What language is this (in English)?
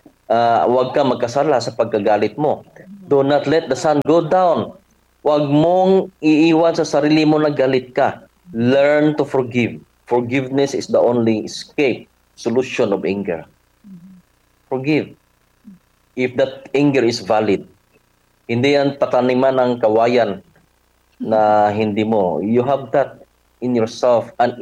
Filipino